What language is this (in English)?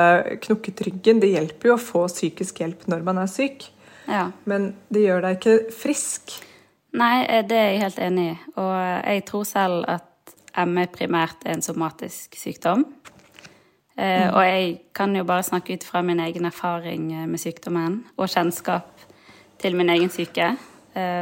Norwegian